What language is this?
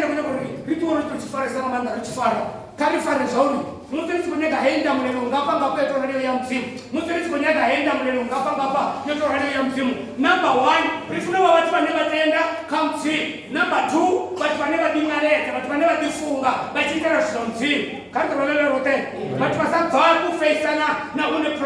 Venda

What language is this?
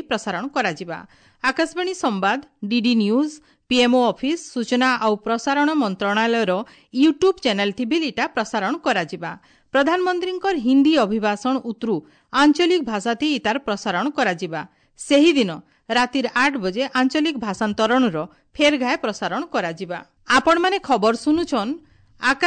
Odia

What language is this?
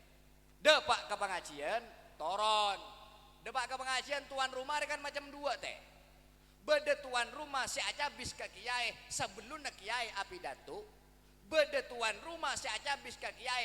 Madurese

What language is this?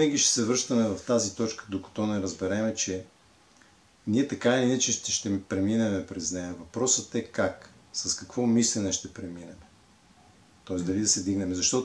Bulgarian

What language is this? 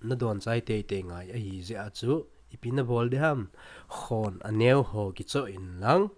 Thado Chin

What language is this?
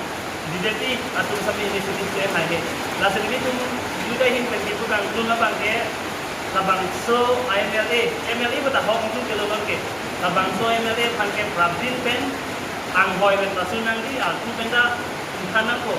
Karbi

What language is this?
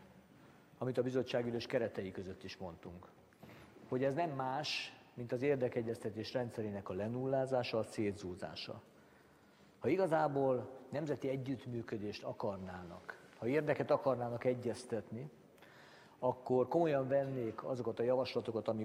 Hungarian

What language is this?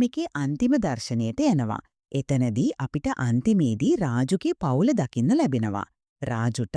Sinhala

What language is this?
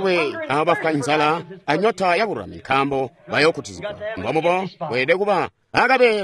Tonga (Zambia)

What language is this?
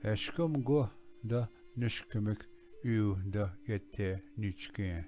Ojibwa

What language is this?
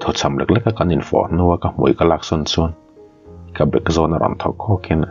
Mizo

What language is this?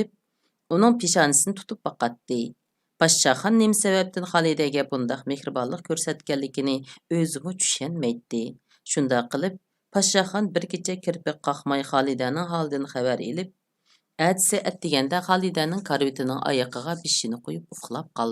Uyghur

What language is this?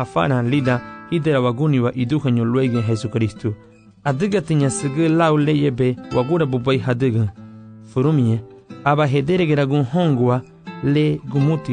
Garifuna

